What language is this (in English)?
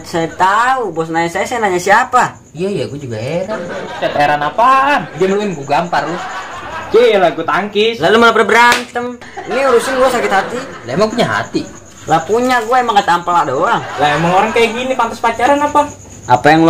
Betawi